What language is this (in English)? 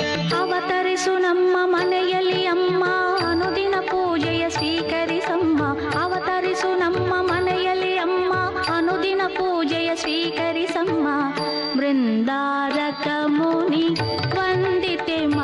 Kannada